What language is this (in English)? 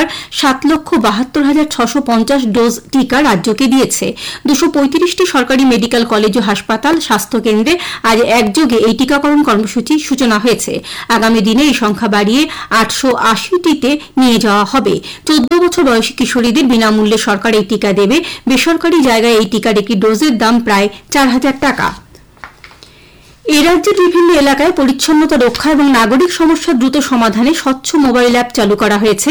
Bangla